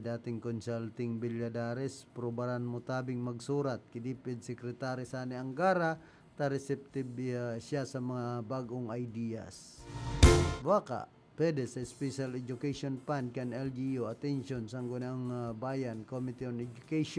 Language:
Bikol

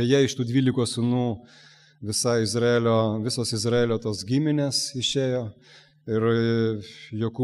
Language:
Lithuanian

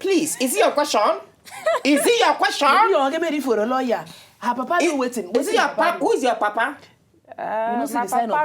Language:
Nigerian Pidgin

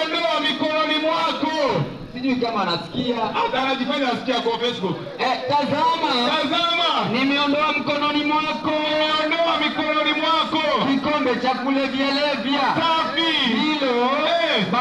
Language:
Swahili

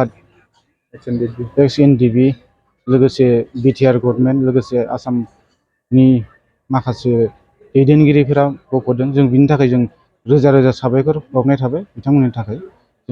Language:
Bodo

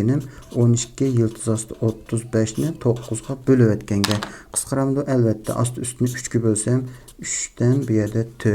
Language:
Uyghur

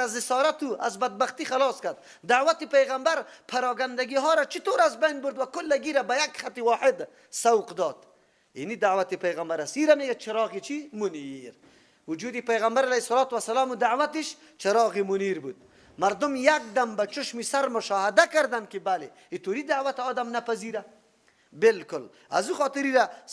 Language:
Persian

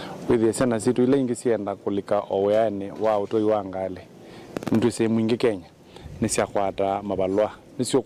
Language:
Kamba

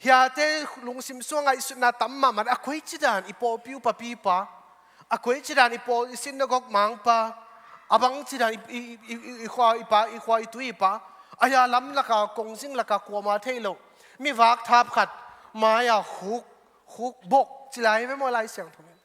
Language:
Tedim Chin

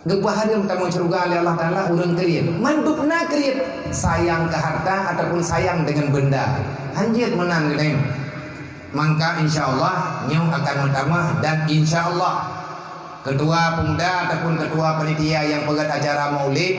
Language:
Achinese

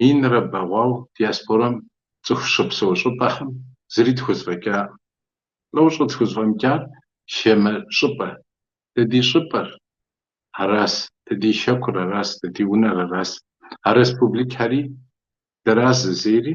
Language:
Kabardian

